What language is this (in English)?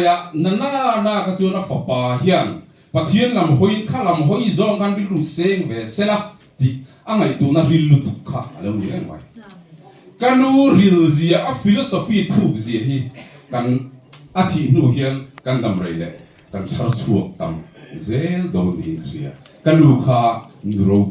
Mizo